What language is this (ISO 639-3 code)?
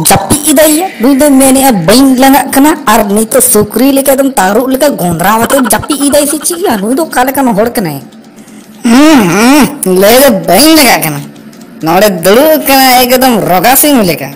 sat